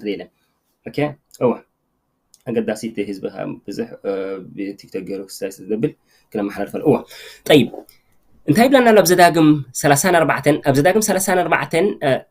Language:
Tigrinya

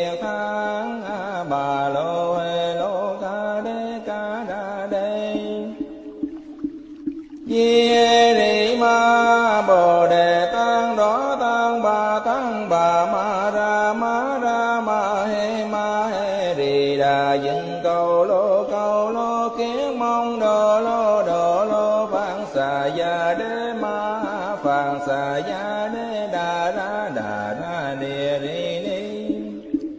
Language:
Vietnamese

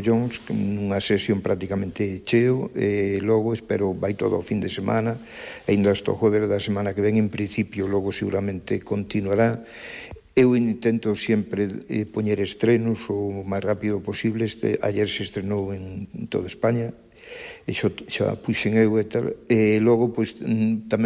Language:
Galician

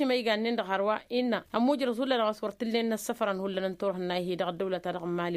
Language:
Tamasheq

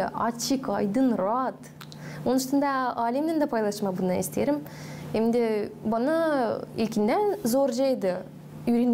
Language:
Gagauz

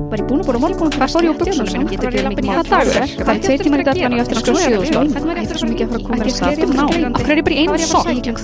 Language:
Icelandic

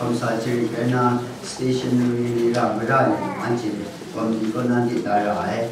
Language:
Kachin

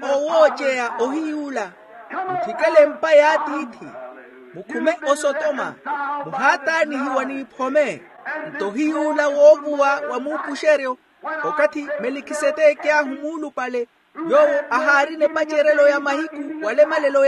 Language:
Makhuwa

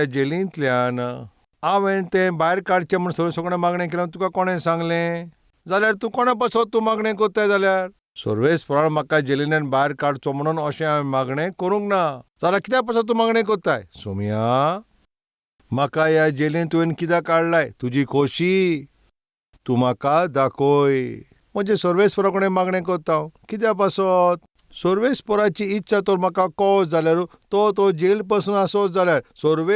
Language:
Konkani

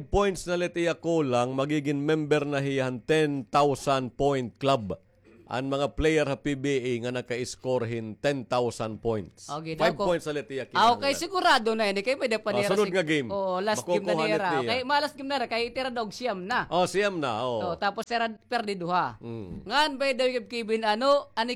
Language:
Waray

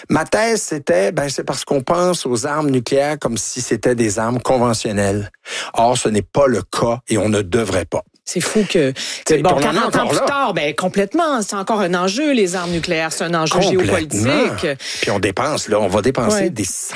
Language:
French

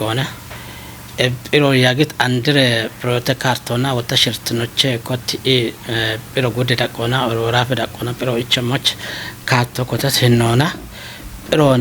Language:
Kafa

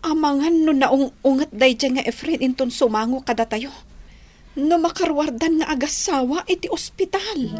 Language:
Iloko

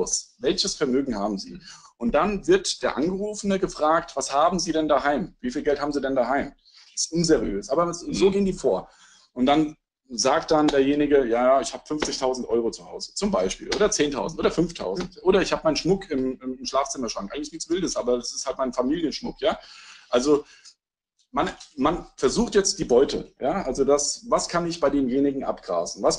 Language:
German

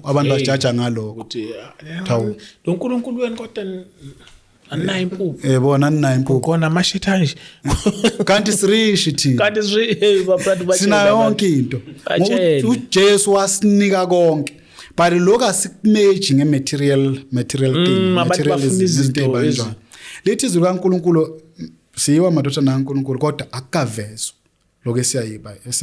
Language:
Zulu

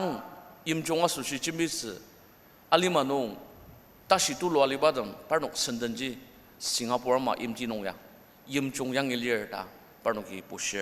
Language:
Ao Naga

